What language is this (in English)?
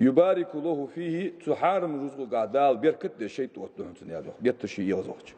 Ingush